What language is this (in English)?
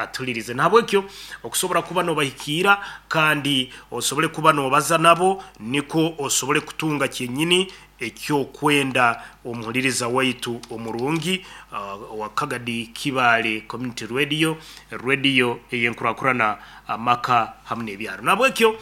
Nyankole